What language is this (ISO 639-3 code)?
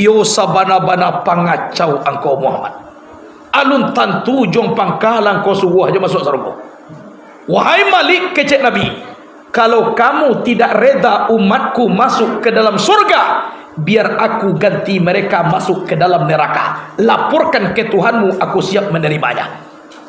min